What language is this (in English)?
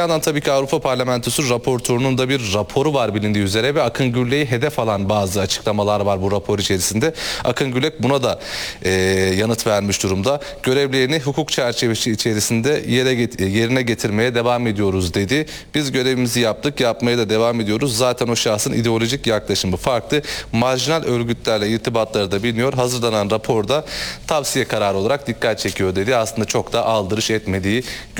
Turkish